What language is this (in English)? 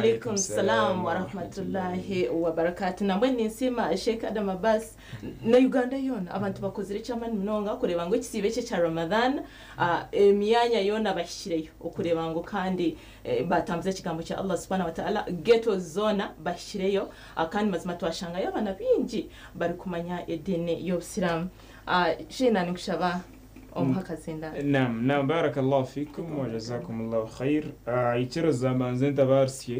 Nyankole